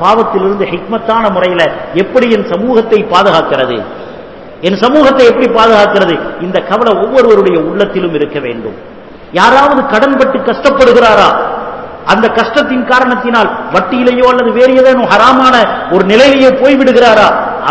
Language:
Tamil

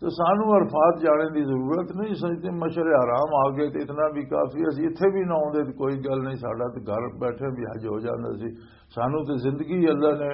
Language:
Western Panjabi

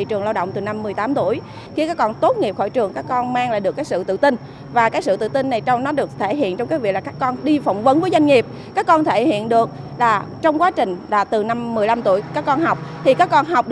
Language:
Vietnamese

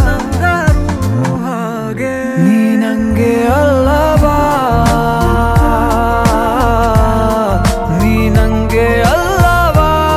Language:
Kannada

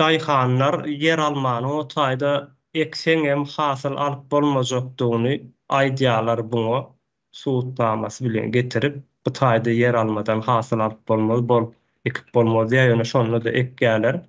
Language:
Turkmen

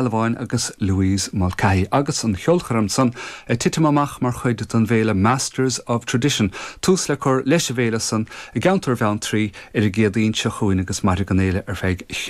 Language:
Irish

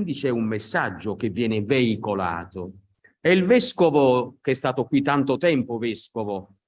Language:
Italian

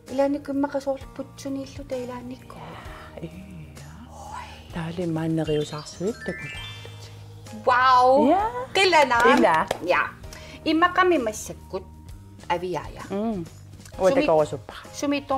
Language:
Kalaallisut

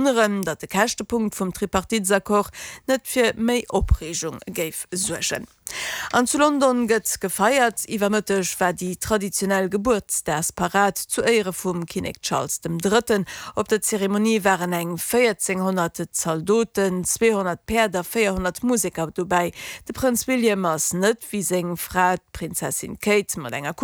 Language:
Luxembourgish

